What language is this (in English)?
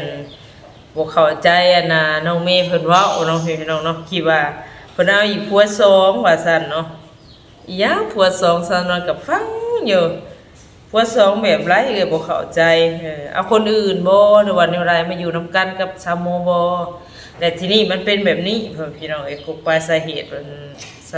Northeastern Thai